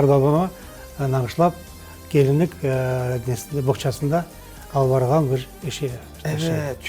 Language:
Crimean Tatar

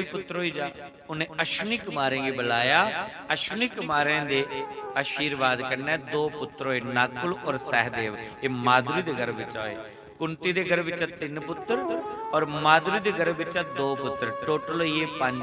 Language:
Dogri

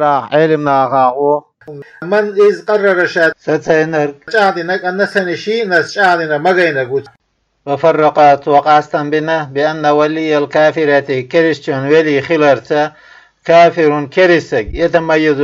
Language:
Chechen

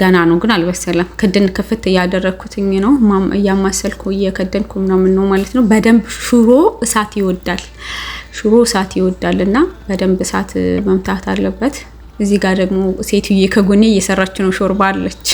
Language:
Amharic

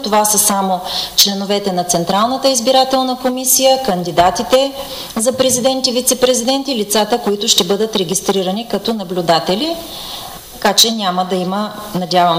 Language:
Bulgarian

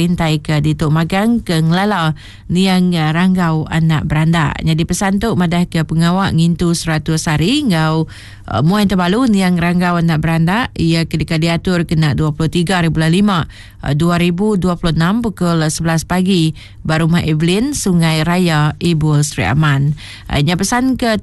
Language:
Iban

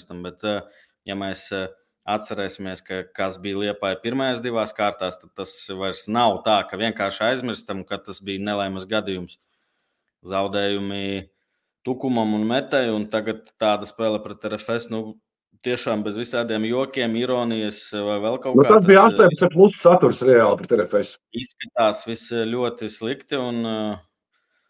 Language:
Latvian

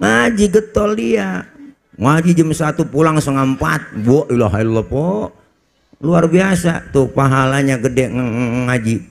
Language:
Betawi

